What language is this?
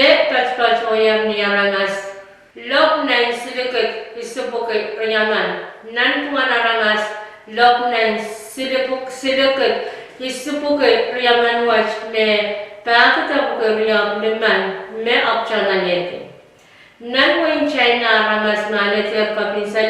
Pohnpeian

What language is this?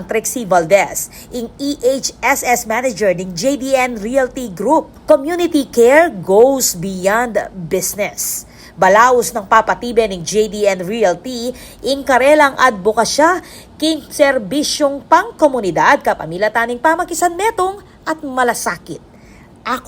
Pampanga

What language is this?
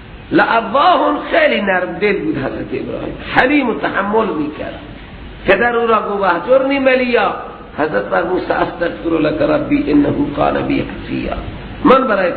Persian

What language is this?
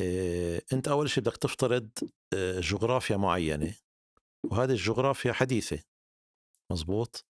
North Levantine Arabic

